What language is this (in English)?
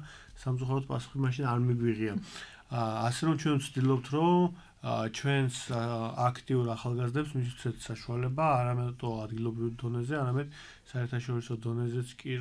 Georgian